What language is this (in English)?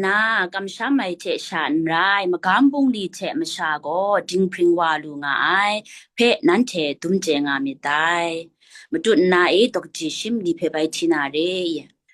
Kachin